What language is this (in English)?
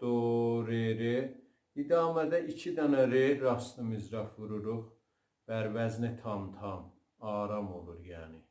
South Azerbaijani